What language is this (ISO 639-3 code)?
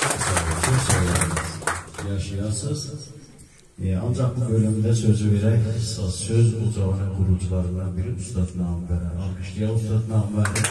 azb